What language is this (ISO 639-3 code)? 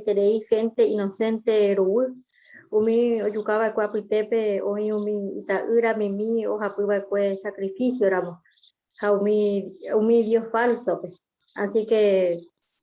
grn